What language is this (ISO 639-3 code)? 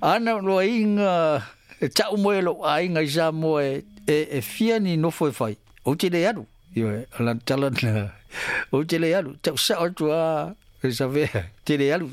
smo